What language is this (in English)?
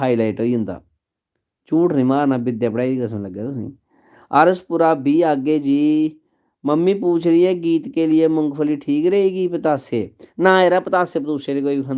Dogri